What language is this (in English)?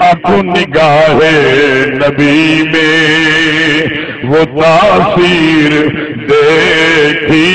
Saraiki